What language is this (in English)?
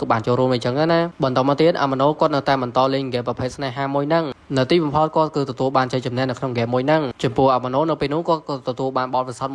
Khmer